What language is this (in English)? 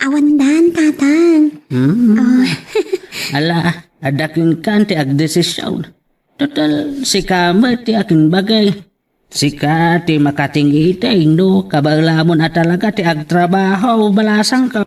Iloko